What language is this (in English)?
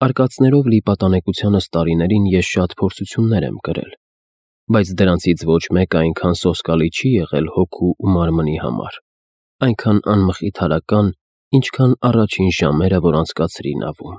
Armenian